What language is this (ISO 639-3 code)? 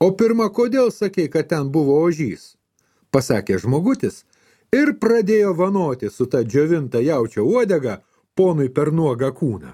lit